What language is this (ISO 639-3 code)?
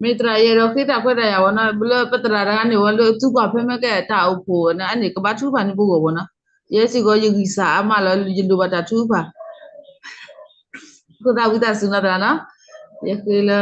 ksw